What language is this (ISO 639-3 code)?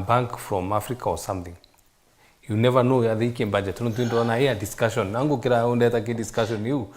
mer